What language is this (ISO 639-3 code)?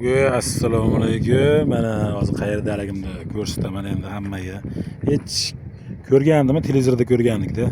uzb